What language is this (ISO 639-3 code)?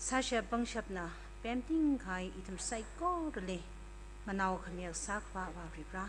nmf